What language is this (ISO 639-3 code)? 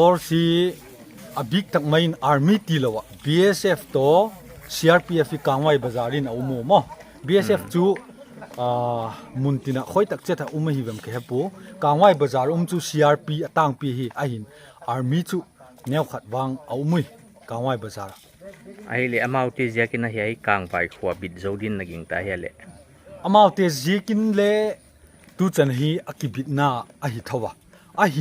pck